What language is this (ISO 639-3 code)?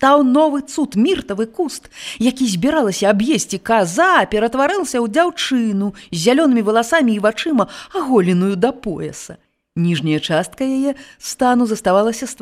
bel